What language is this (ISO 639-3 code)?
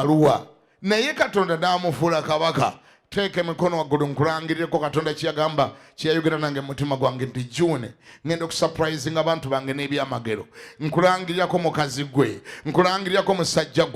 lug